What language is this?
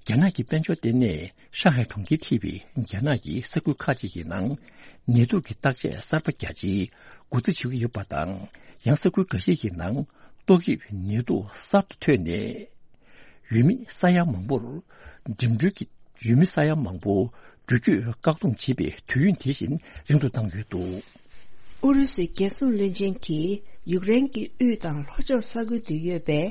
Tibetan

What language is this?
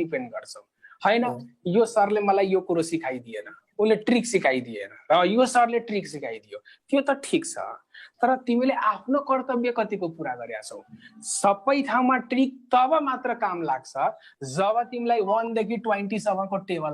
Nepali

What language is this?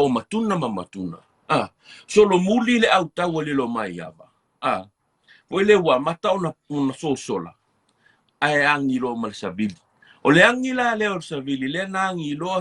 Samoan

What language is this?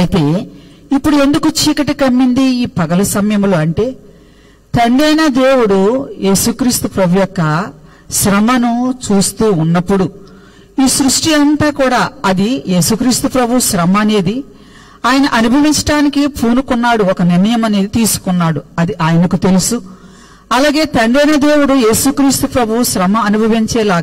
Telugu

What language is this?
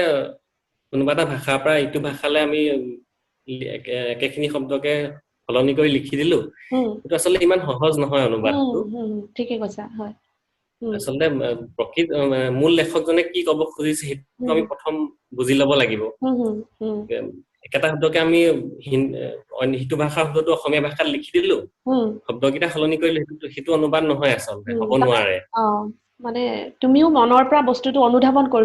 Assamese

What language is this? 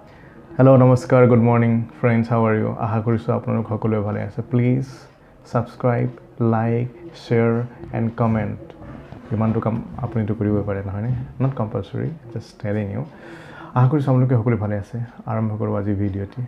Assamese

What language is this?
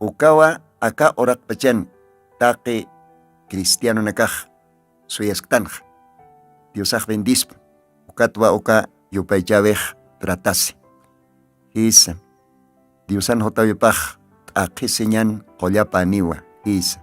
Aymara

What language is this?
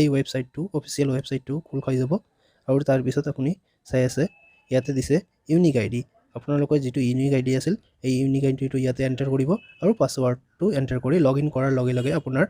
Assamese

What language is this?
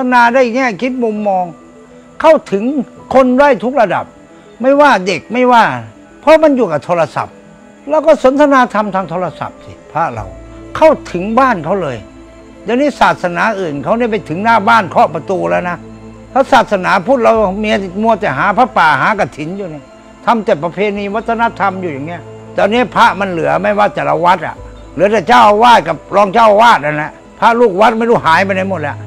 Thai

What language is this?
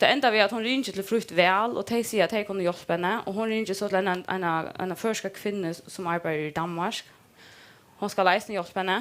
Faroese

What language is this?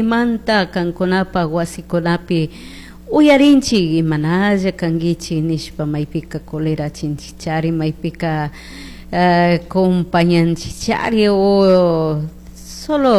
Chimborazo Highland Quichua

